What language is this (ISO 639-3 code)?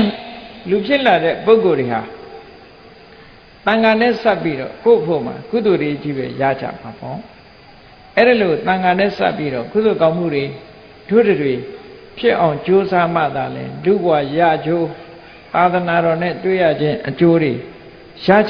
mya